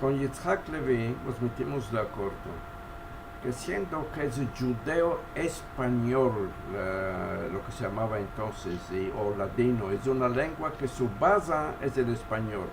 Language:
Ladino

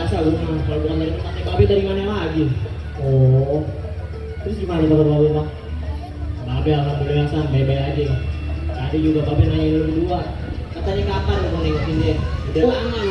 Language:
Betawi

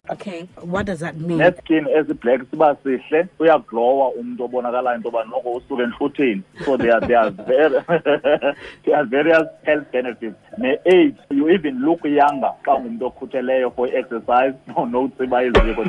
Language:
Xhosa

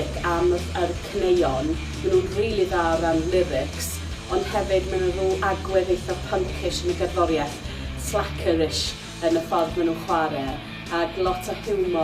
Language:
Welsh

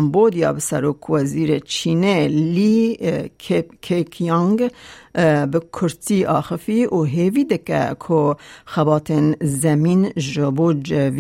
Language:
Kurdish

